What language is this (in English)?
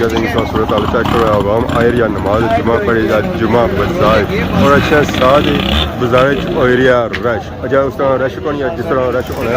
Pahari-Potwari